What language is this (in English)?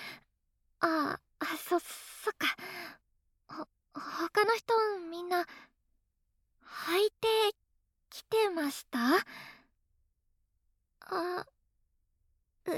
Japanese